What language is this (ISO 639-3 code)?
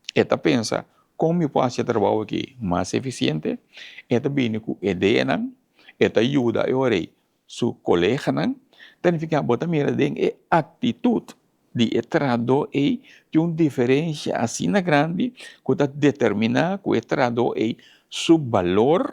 pap